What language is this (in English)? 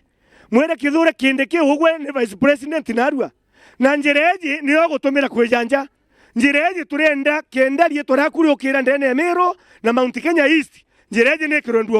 Meru